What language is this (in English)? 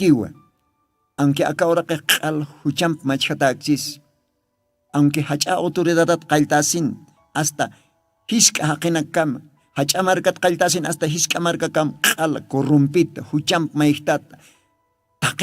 Aymara